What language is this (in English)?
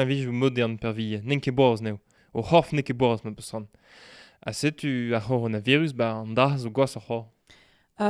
Breton